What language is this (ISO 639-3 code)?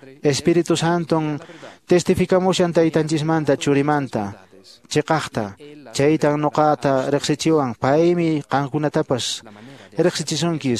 que